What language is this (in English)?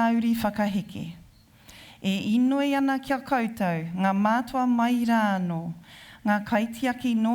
Māori